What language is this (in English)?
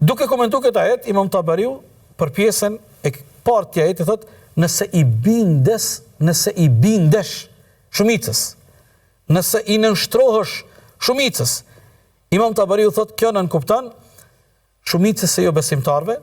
Albanian